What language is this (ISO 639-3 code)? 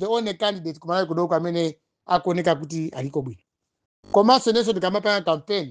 nya